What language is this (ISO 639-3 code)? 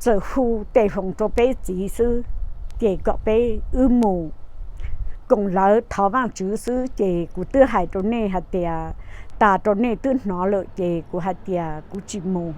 hmn